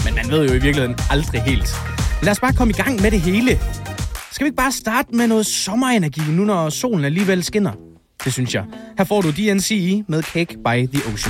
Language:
Danish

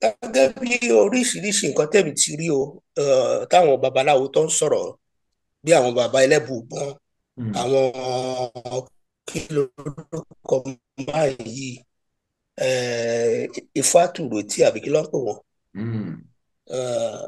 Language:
Yoruba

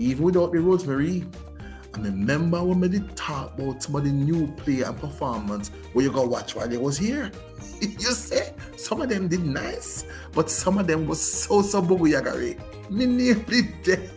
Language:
Jamaican Creole English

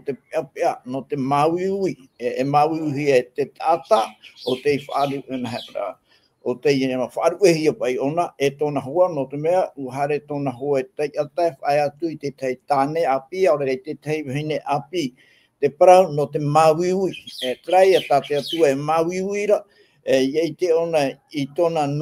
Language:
Tahitian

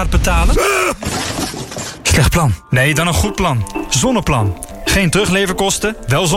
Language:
Dutch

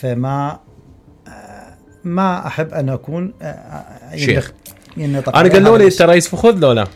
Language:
Mesopotamian Arabic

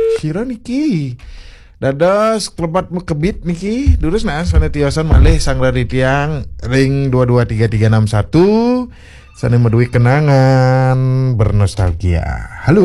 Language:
Balinese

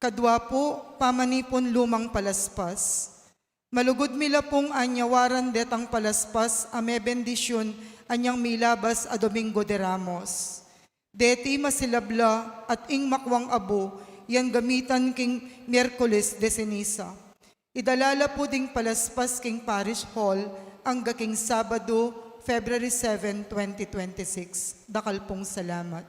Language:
Pampanga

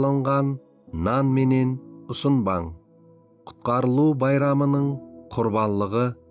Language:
Kara-Kalpak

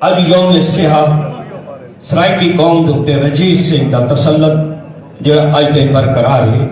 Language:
Saraiki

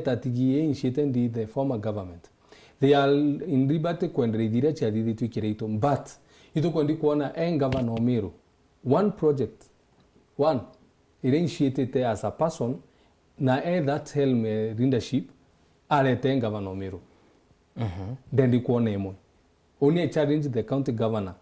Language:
Meru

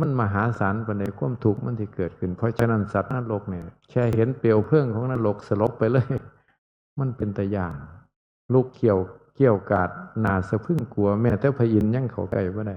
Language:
Northeastern Thai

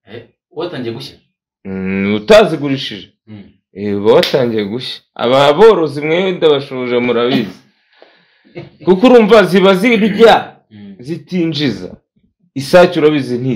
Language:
Kinyarwanda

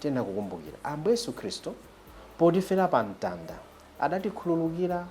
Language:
Nyanja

